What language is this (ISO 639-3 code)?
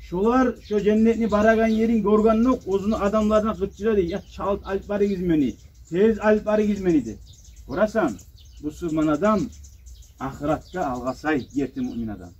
kum